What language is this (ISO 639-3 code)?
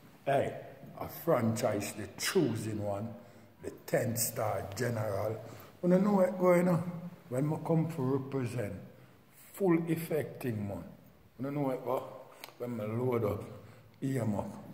jam